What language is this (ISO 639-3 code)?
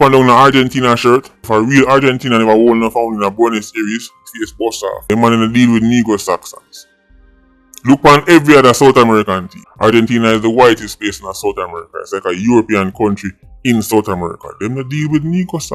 jam